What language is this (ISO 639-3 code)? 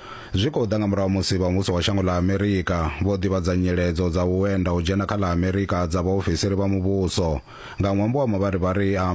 ven